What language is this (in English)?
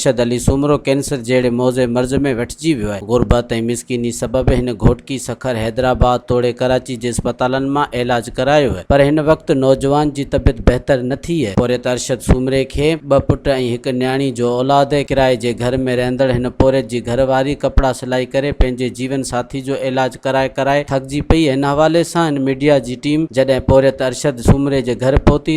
Sindhi